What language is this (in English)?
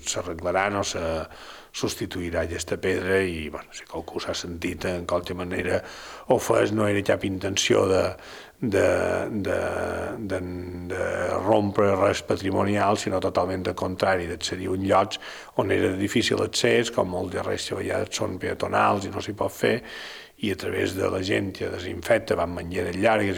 Catalan